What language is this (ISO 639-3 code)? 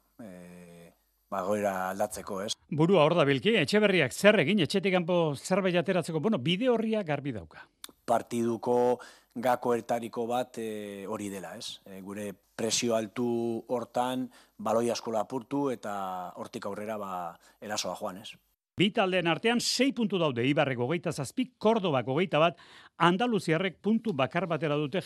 eus